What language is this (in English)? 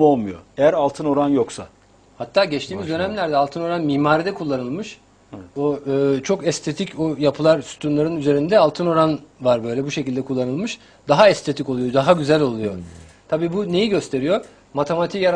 Turkish